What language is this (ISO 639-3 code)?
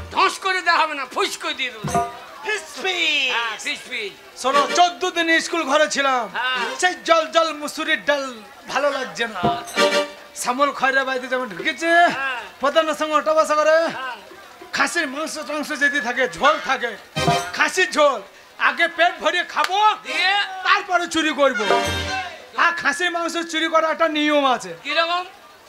ben